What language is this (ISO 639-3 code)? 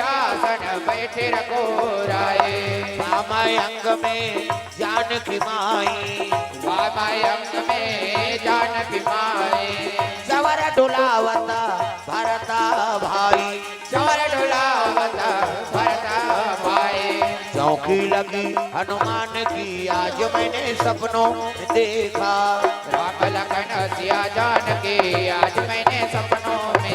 hne